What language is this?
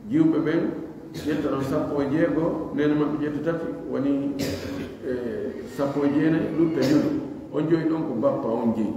Pular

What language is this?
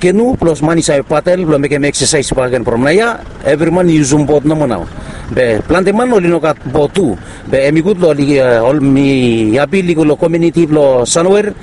Bislama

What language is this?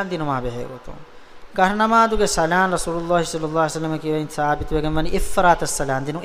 Divehi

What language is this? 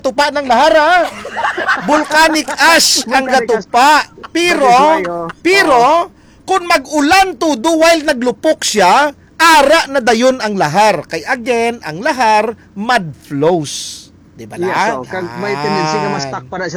Hiligaynon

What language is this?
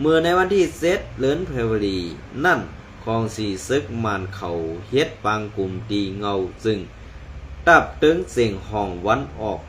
Shan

